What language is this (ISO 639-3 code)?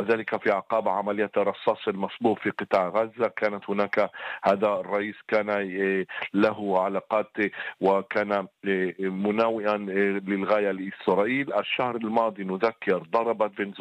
ara